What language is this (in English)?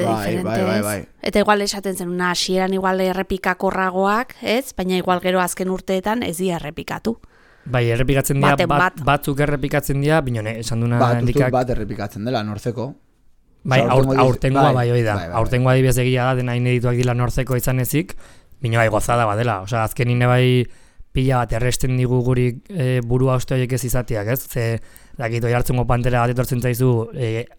Basque